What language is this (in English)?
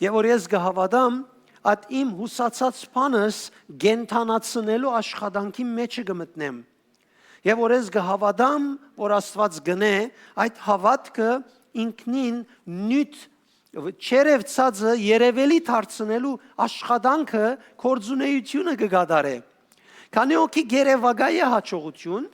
Western Armenian